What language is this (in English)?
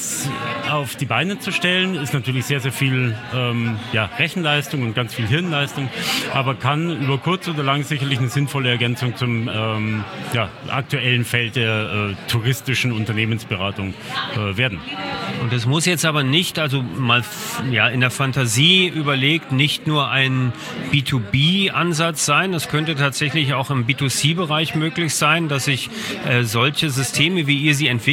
German